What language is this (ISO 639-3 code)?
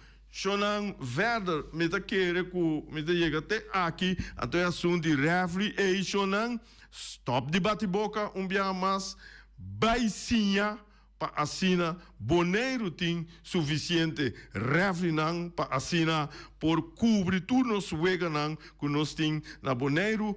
pap